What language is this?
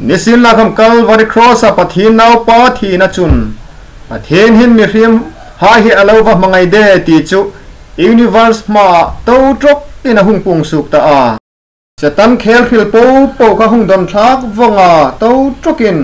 Hmar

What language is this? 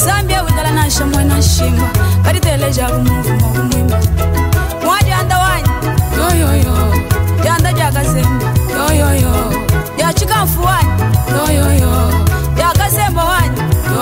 Luba-Lulua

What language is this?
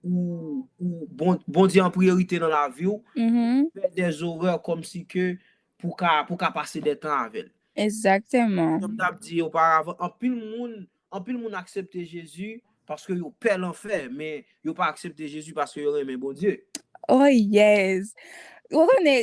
Haitian Creole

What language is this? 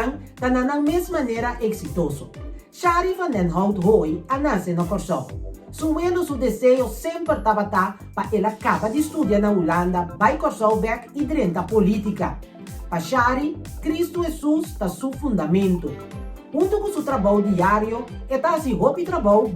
Papiamento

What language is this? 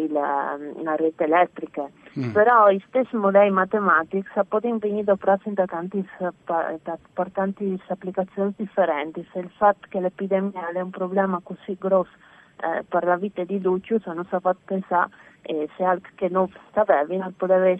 Friulian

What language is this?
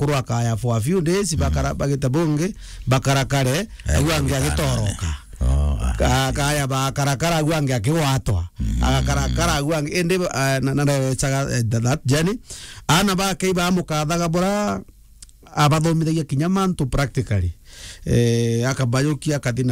Meru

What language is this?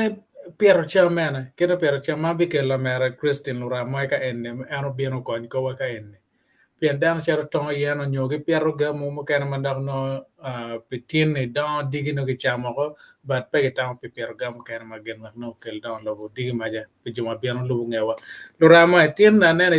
Acoli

